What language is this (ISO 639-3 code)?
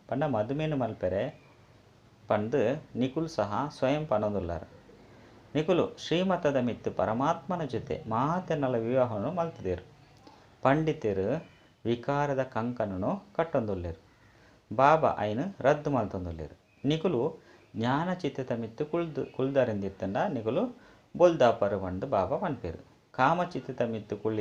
tcy